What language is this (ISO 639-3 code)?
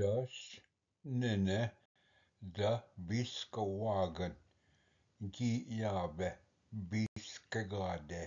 oji